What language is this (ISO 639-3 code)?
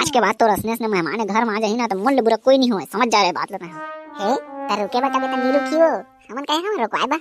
hne